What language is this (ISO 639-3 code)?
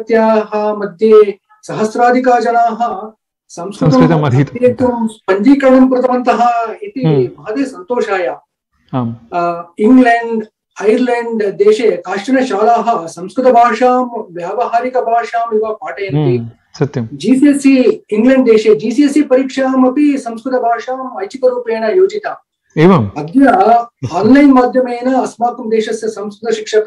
san